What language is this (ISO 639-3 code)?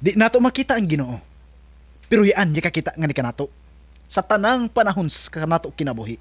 ceb